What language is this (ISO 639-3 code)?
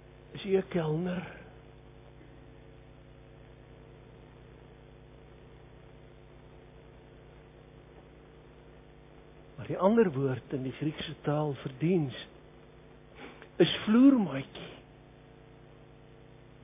afr